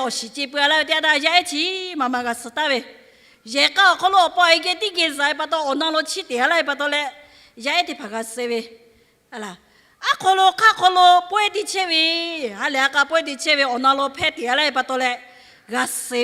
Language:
Lahu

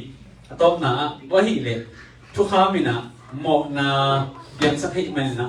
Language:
Tedim Chin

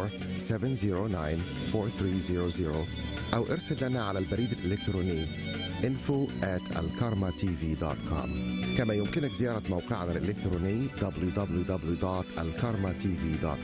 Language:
Egyptian Arabic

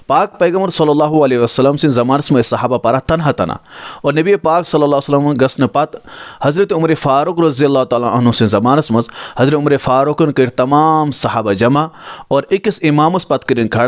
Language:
Kashmiri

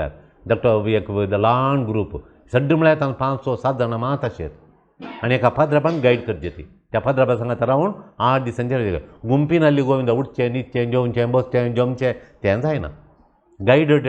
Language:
Konkani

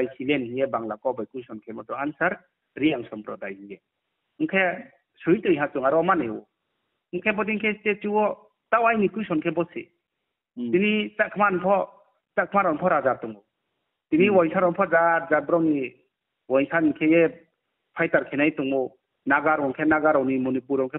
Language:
Riang (India)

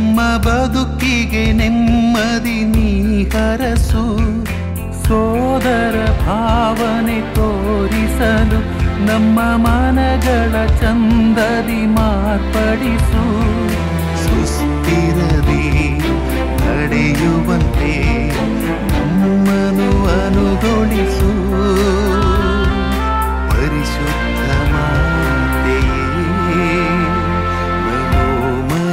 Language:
Kannada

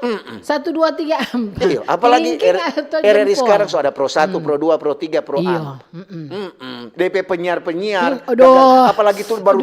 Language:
Manado Malay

